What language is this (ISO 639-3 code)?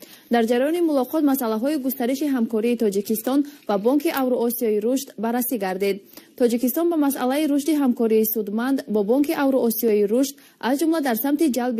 tgk